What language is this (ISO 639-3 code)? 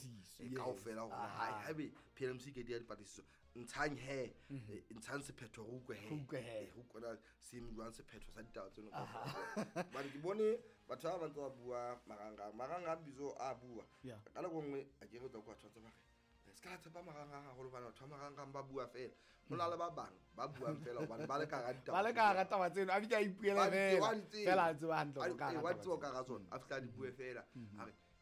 sot